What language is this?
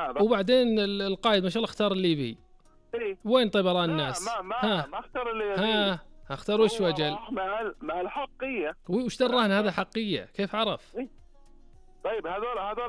Najdi Arabic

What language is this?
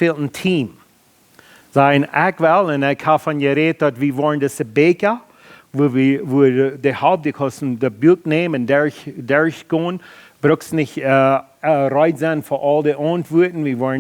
Plautdietsch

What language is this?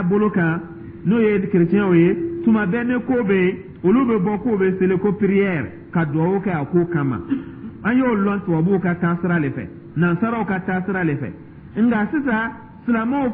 Dyula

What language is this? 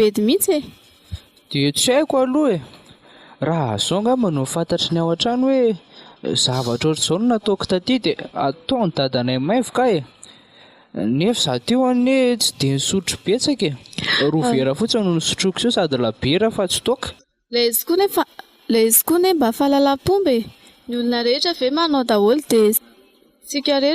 Malagasy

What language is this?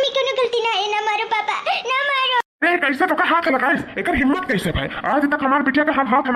Awadhi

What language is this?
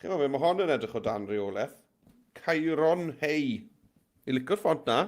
Welsh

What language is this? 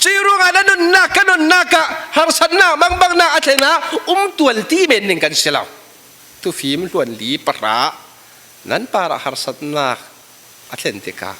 Falam Chin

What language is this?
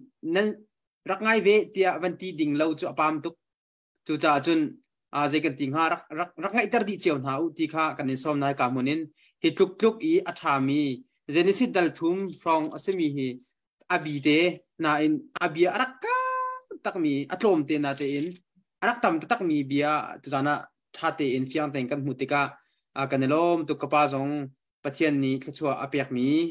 Hakha Chin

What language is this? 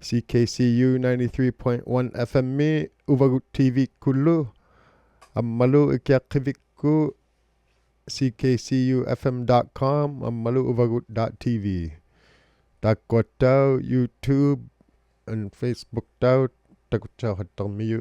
Inuktitut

